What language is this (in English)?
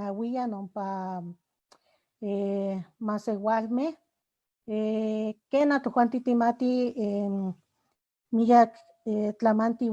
Eastern Huasteca Nahuatl